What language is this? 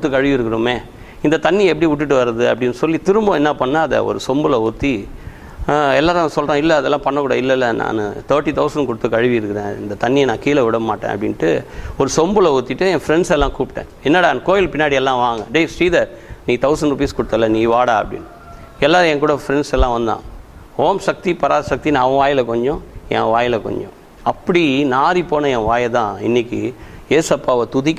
Tamil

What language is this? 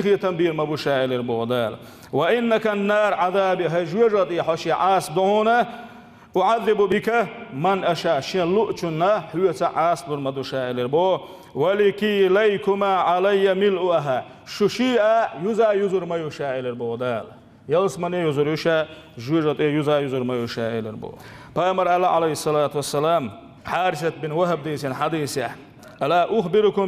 Chechen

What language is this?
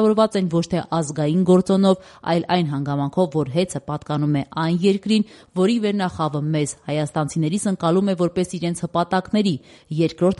Armenian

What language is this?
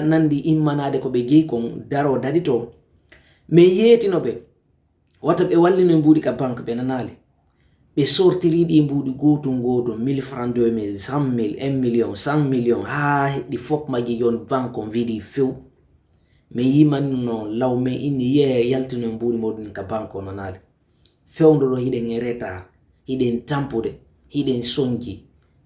Fula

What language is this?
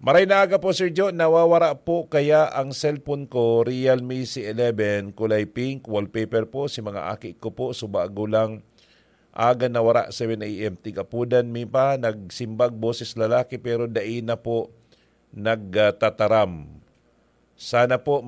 Bikol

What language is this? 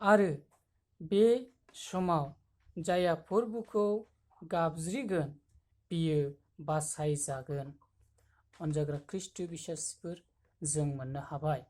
Bodo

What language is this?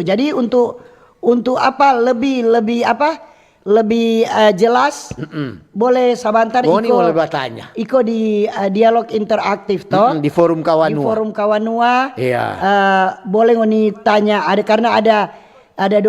Manado Malay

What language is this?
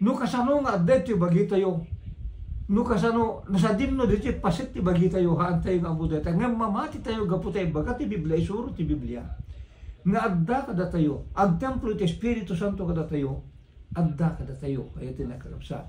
Iloko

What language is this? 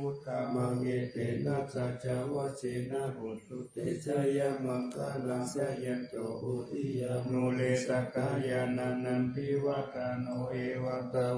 Pali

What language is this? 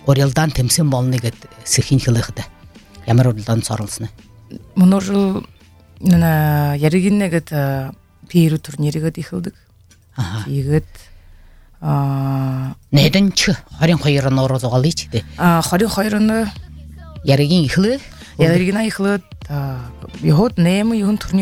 Buriat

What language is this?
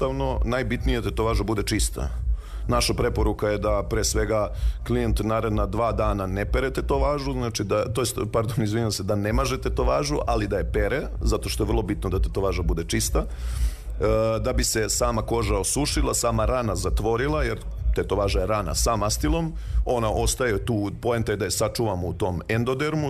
Serbian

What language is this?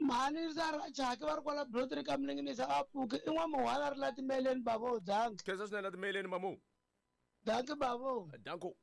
Tsonga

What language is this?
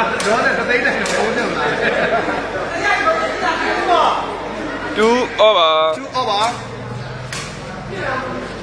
Burmese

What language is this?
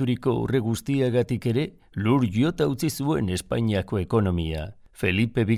Basque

